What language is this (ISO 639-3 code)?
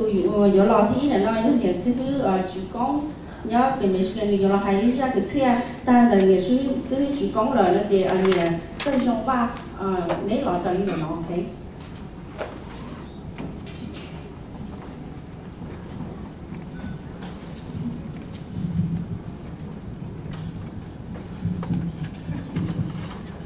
vie